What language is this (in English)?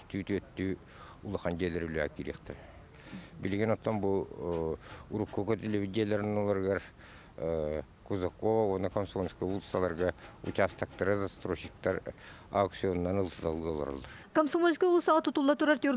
Yakut